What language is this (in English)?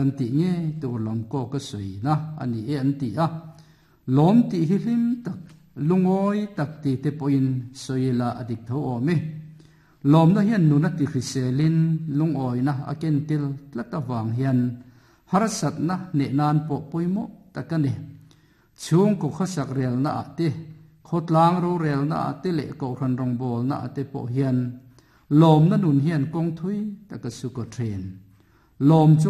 Mizo